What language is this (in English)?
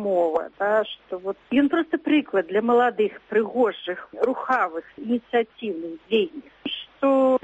Belarusian